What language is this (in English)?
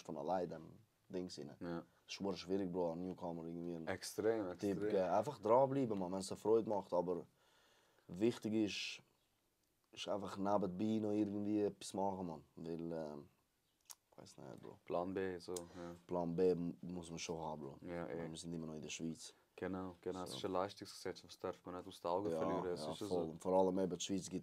Swiss German